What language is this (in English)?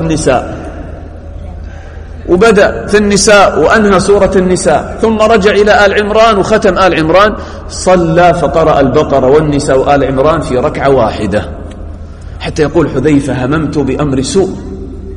Arabic